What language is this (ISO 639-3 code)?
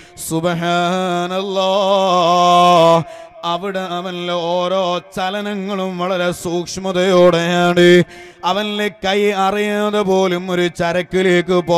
mal